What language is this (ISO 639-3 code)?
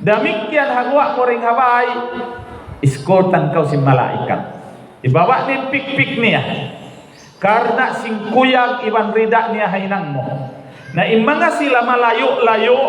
tsg